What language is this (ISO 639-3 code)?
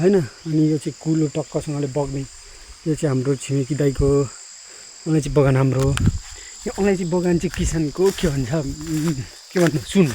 nep